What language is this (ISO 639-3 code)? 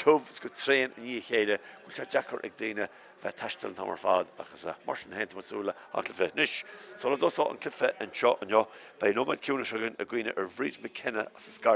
gle